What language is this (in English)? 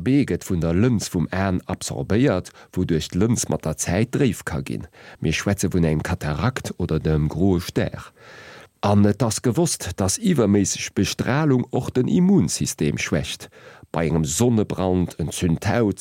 Luxembourgish